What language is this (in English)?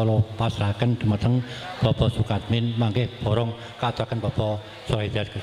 Javanese